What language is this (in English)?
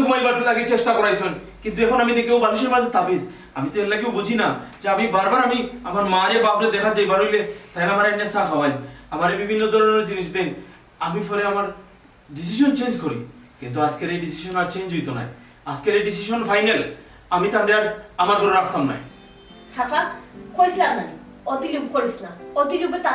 Sylheti